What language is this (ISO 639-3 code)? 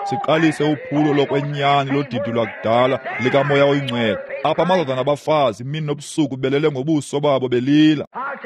xho